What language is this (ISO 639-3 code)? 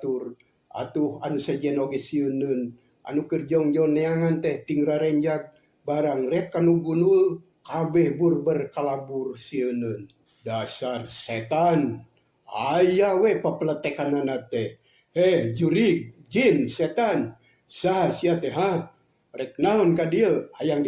sun